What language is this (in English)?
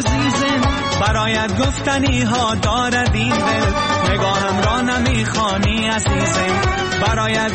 Persian